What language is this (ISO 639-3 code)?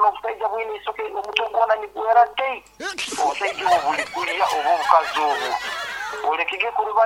nyn